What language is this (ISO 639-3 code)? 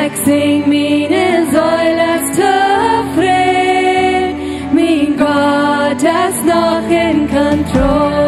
pdt